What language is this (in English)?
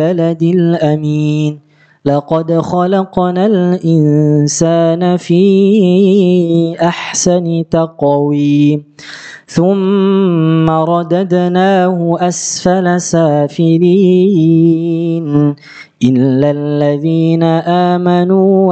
Arabic